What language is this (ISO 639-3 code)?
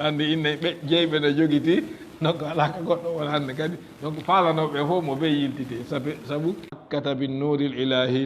ful